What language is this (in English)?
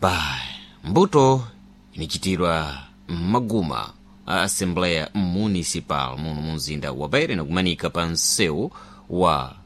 Sena